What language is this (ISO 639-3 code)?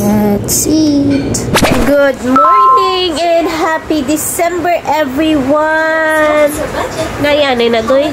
hil